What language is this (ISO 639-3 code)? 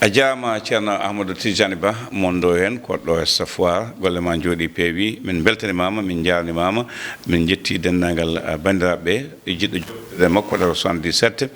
ful